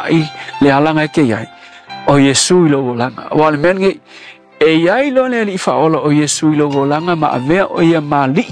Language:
Samoan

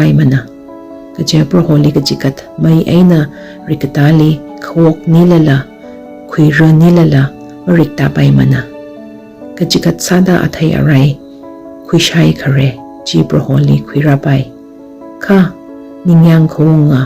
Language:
Tangkhul Naga (India)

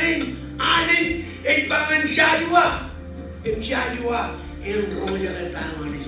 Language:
Marshallese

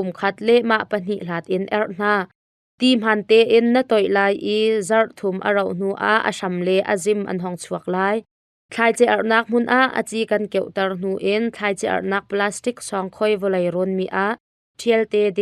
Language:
Hakha Chin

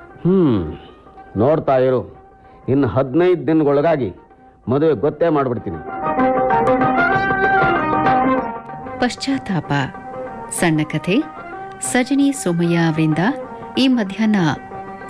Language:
Kannada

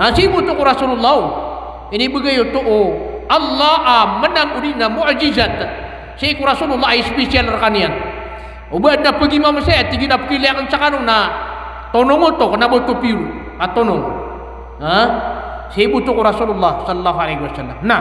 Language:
Maranao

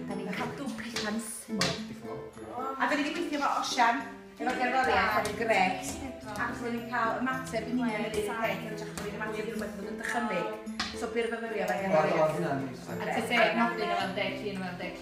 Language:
Welsh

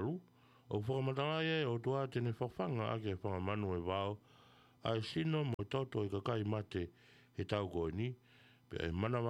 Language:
Tongan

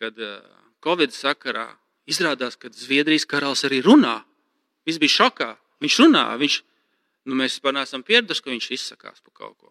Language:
Latvian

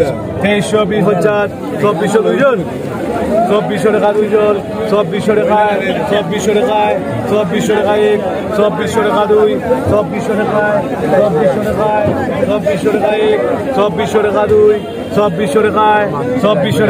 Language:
Sylheti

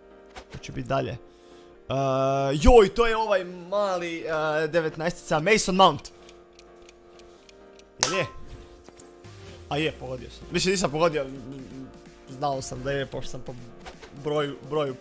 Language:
Croatian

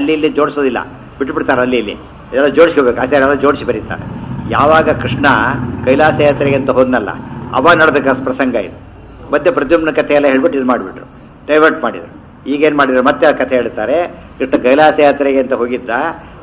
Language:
Kannada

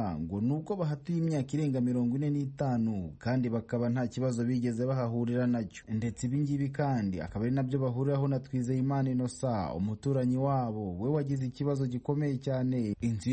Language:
Kinyarwanda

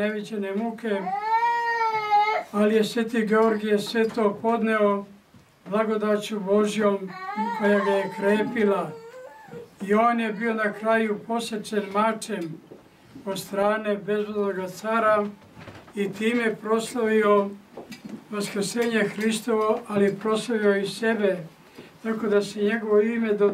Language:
Serbian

